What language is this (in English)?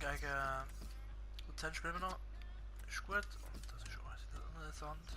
Swiss German